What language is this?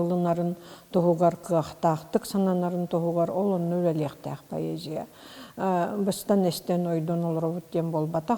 Yakut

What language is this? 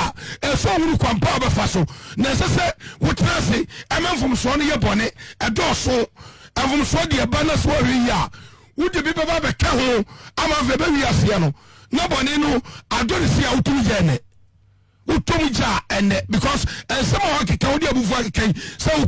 Akan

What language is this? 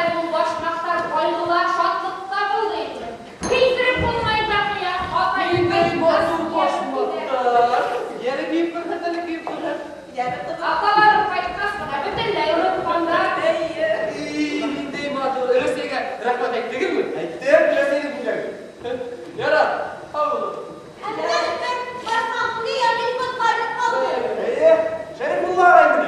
Bashkir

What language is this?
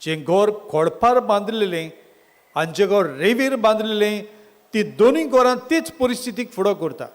Konkani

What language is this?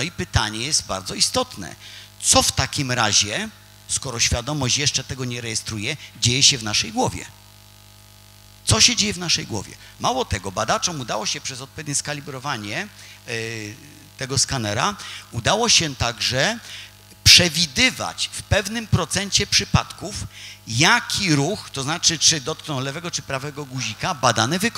Polish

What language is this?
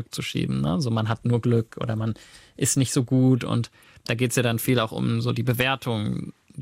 German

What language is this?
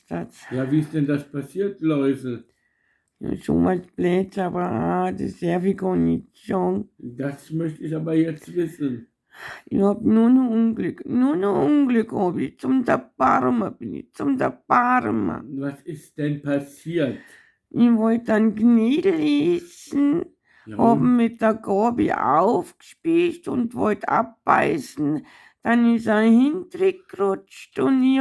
Bavarian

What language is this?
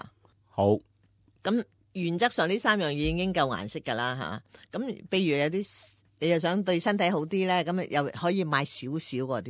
Cantonese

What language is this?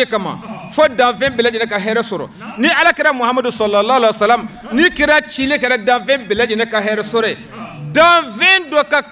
Bambara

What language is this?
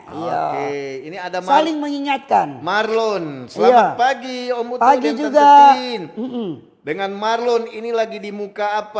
Manado Malay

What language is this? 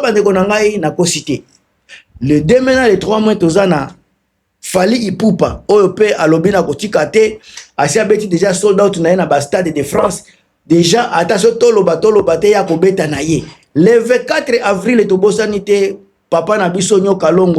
Lingala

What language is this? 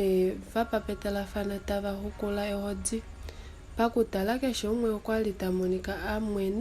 Kuanyama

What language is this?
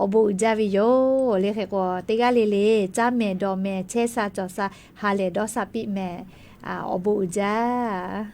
Lahu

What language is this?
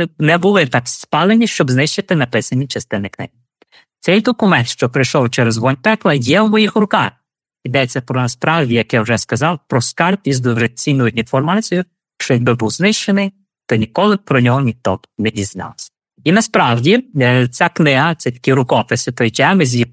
Ukrainian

